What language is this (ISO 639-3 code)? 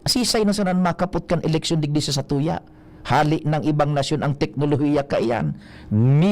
bik